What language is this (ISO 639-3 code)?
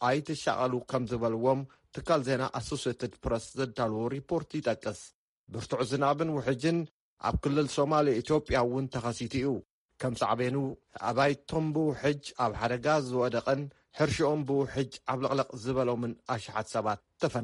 tir